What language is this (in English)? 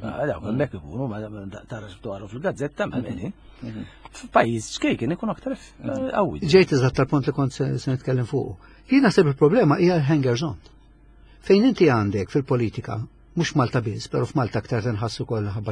Maltese